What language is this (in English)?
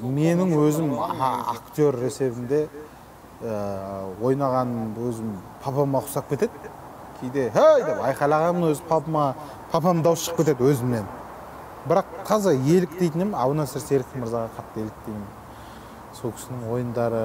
Kazakh